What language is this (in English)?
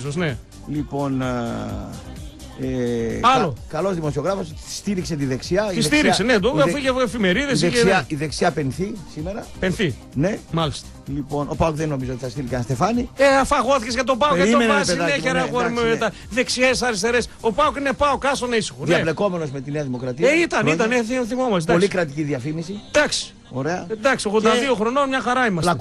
Greek